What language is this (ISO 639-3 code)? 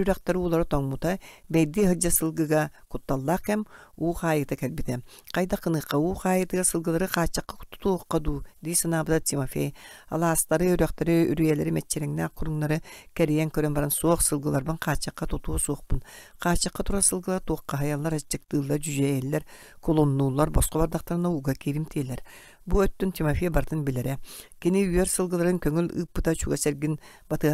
sah